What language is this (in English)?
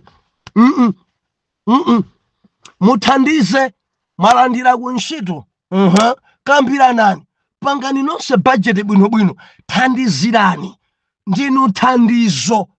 Nyanja